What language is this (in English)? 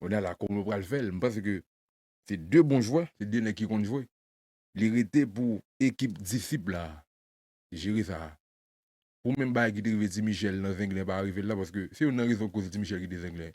Haitian Creole